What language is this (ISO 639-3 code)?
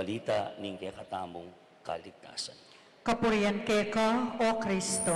pam